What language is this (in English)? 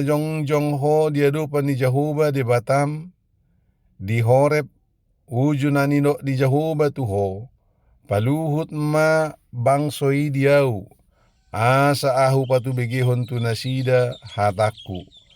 Batak Toba